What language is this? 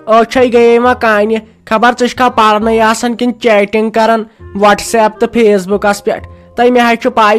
Kashmiri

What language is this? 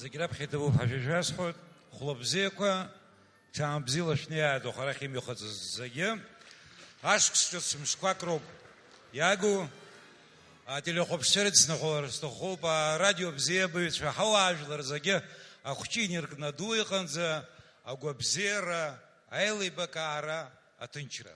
Abkhazian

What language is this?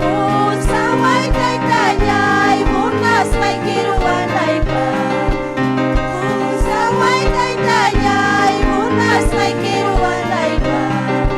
Ayacucho Quechua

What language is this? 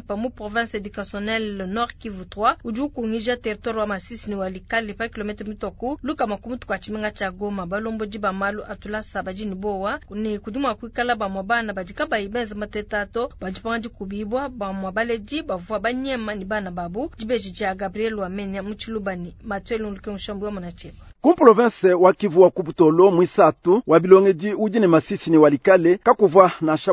Luba-Lulua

